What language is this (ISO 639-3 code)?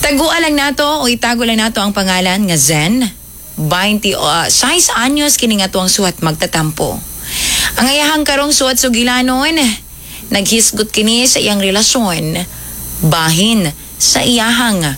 ceb